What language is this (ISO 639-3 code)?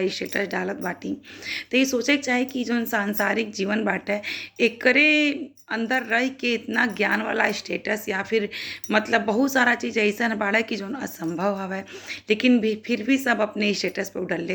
bho